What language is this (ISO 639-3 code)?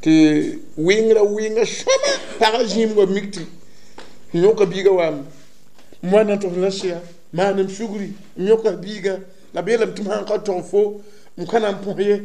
mos